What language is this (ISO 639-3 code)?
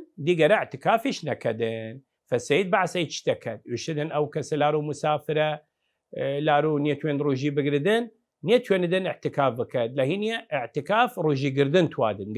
sdh